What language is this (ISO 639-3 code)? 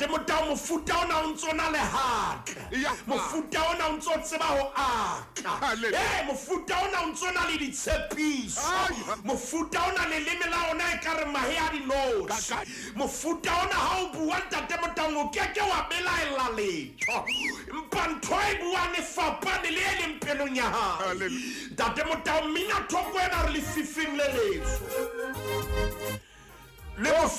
sot